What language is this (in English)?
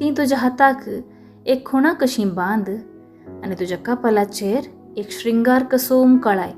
Konkani